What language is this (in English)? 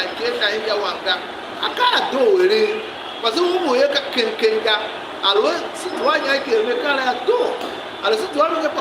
Tiv